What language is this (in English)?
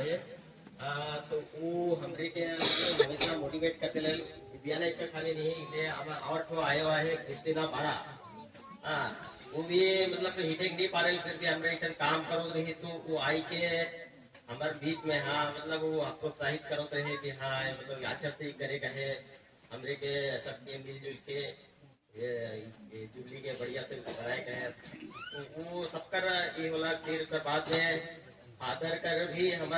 Sadri